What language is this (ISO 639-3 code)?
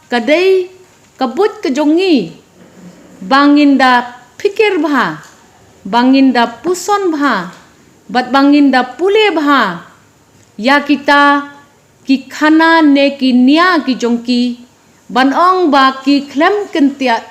kha